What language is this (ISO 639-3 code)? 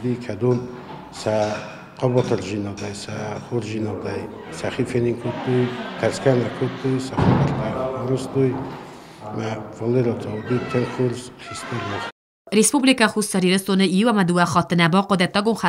oss